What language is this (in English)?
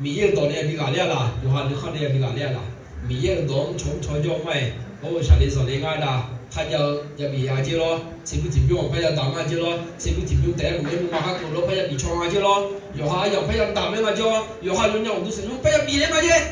Akha